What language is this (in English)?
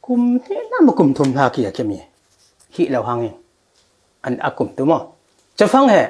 Falam Chin